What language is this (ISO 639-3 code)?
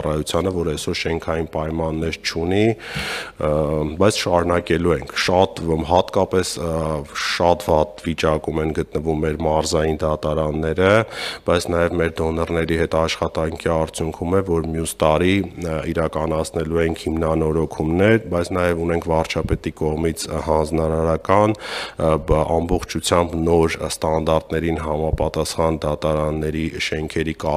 hye